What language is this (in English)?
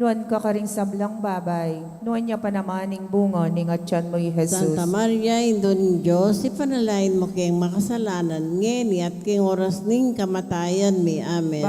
Pampanga